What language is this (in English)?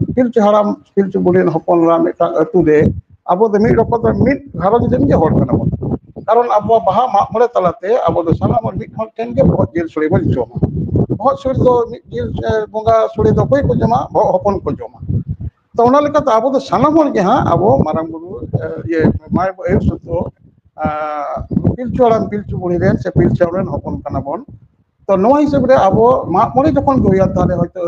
Santali